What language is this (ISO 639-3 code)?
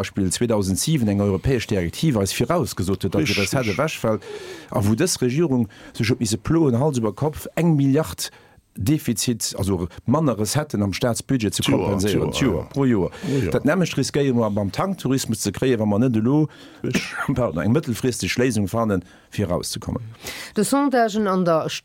ltz